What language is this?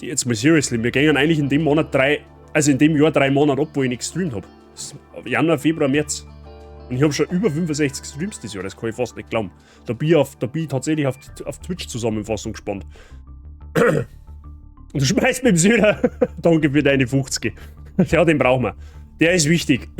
Bavarian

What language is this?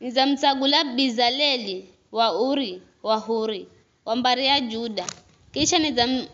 Giryama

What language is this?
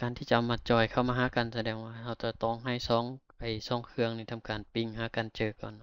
Lao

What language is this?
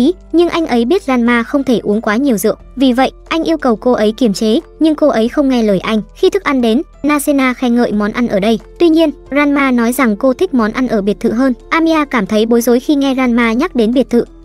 Vietnamese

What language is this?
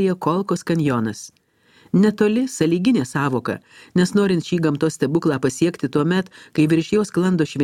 Lithuanian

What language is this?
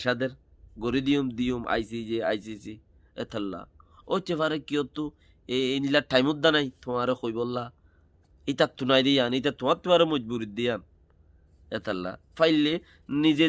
Rohingya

